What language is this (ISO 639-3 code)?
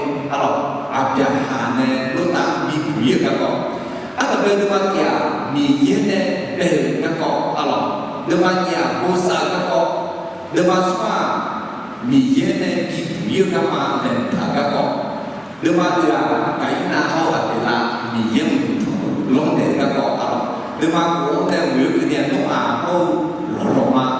ahk